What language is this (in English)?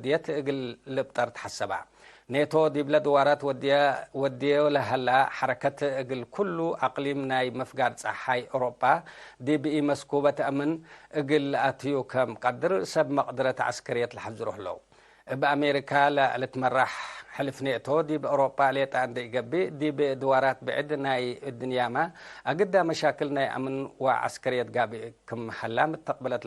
Tigre